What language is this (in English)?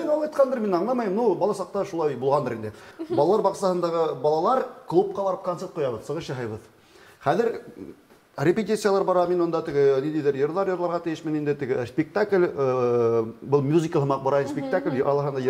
Bashkir